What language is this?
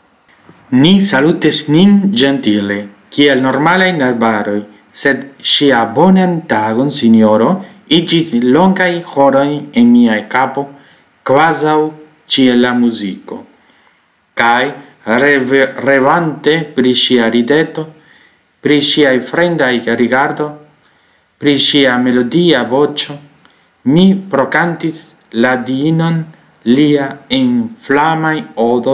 Esperanto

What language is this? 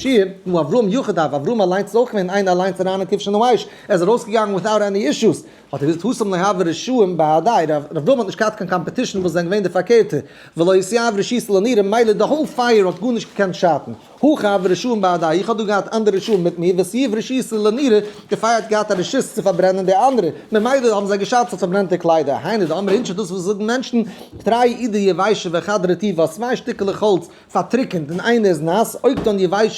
Yiddish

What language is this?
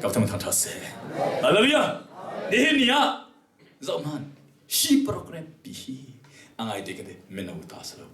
Hakha Chin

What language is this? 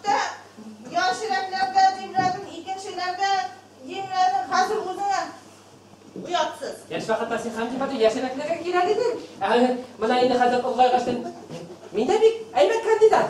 Bashkir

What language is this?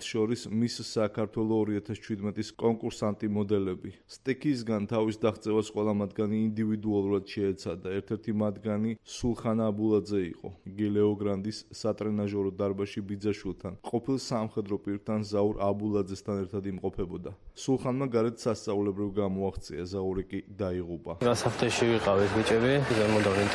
Georgian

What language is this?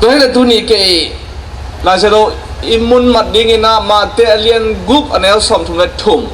Tedim Chin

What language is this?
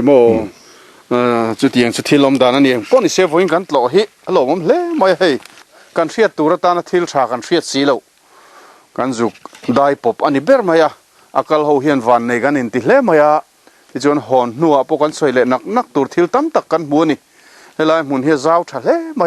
Mizo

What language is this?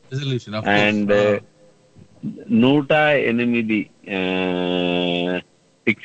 Telugu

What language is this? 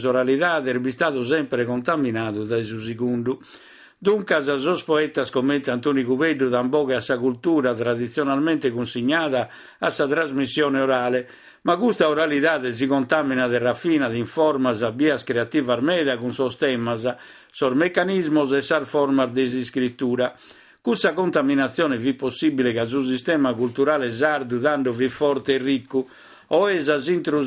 Sardinian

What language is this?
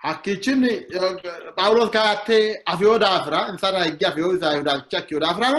Sidamo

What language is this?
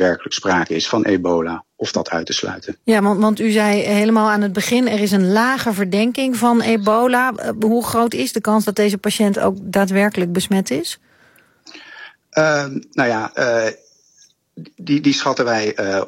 Dutch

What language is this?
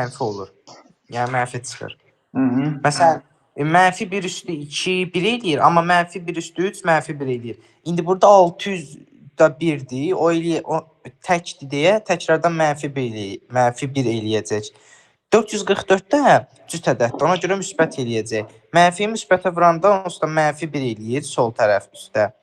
Azerbaijani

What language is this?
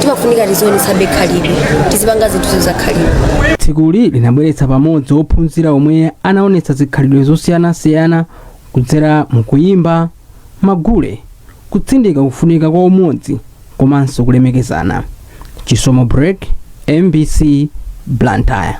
Nyanja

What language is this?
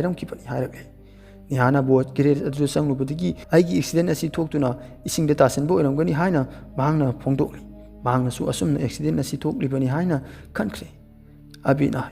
Manipuri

